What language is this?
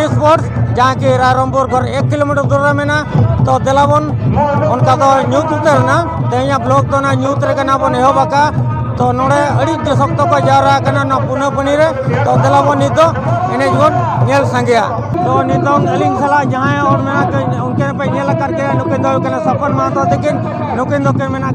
Santali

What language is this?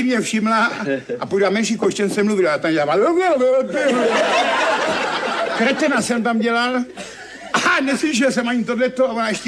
Czech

